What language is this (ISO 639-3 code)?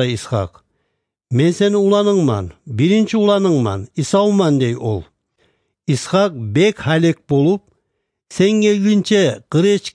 kum